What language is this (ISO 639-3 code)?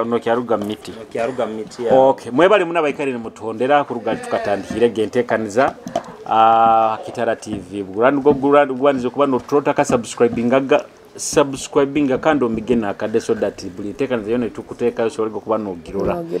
nyo